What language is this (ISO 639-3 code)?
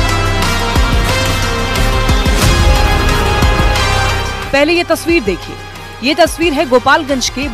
hin